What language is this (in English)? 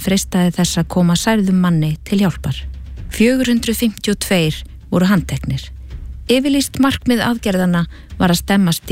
Icelandic